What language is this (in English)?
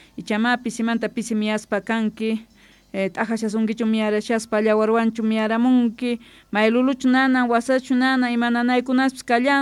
South Bolivian Quechua